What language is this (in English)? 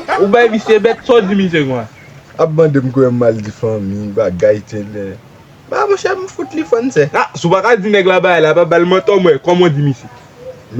Haitian Creole